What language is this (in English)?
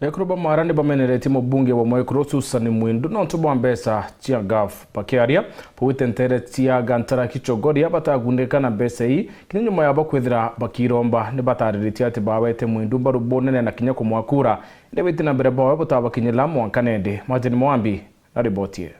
Meru